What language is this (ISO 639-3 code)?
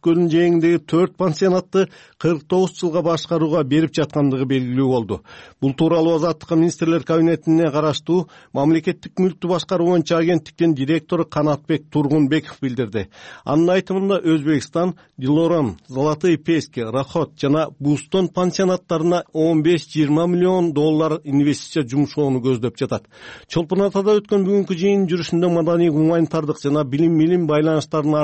kir